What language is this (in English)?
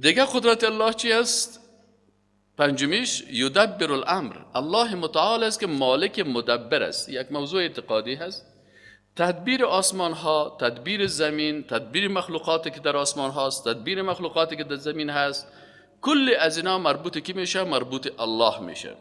Persian